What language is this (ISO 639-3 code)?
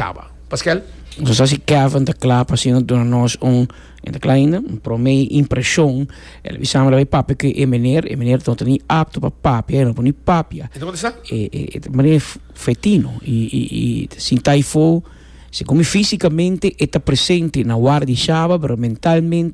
pap